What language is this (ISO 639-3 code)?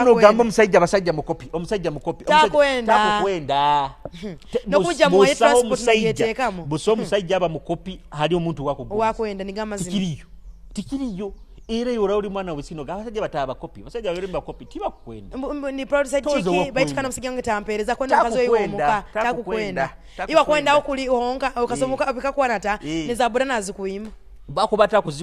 nyo